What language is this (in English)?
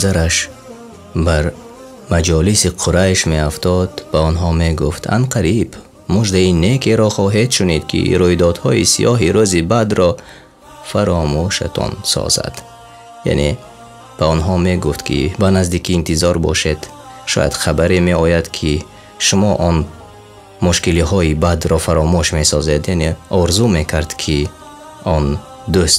Tajik